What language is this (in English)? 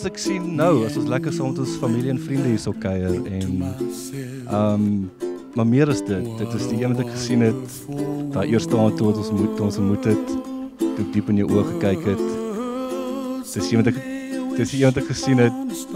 Afrikaans